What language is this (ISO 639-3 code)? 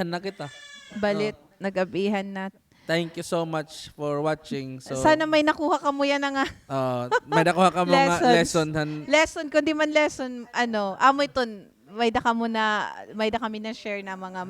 war